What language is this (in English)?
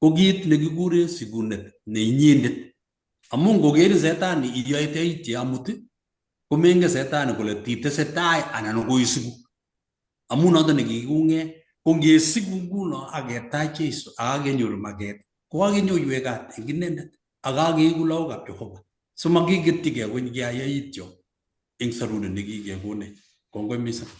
Kalenjin